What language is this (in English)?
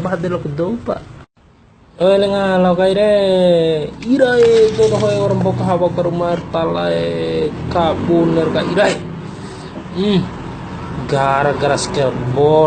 Bima